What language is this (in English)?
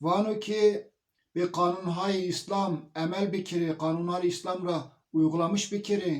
Zaza